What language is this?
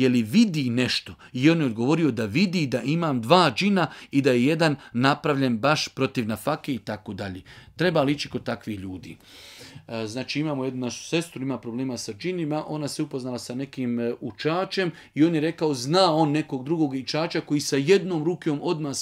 Bosnian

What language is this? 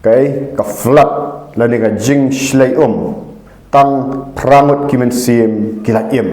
Khasi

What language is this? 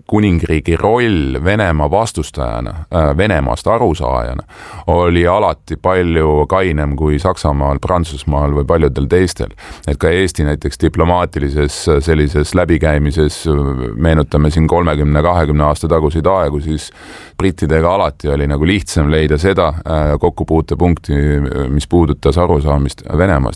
Estonian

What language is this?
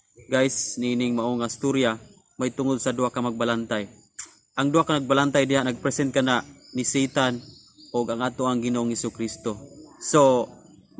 Cebuano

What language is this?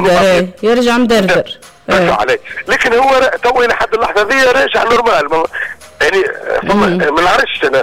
Tunisian Arabic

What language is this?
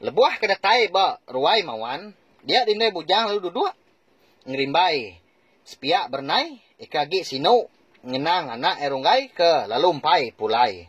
Iban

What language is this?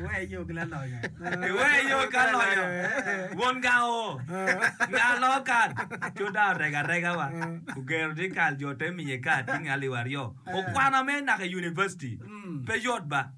Acoli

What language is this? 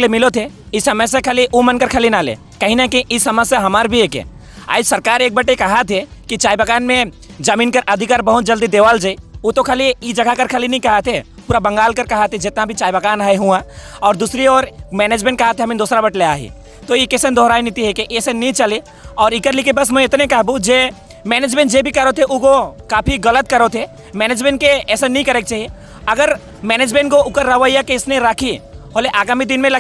Sadri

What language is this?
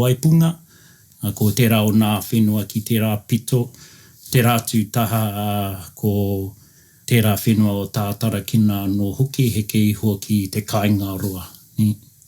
Māori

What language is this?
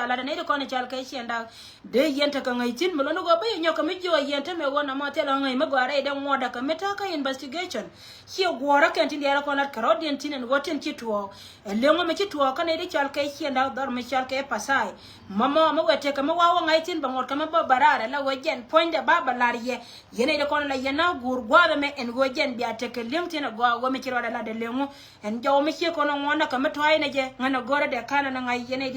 Nuer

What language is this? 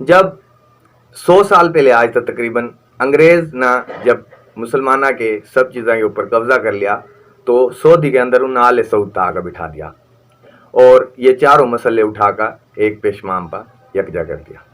Haryanvi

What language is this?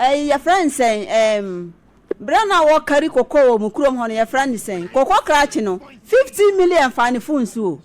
Akan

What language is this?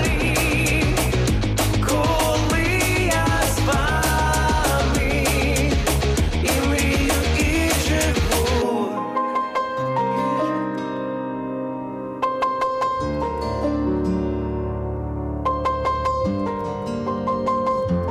Ukrainian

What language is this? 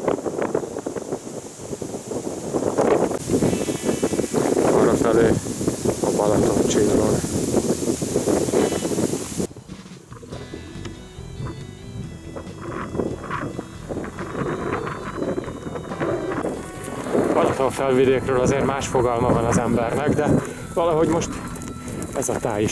Hungarian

